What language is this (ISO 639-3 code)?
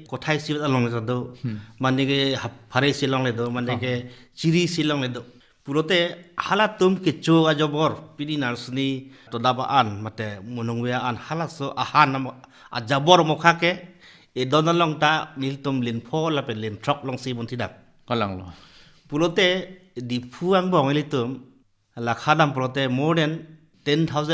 mjw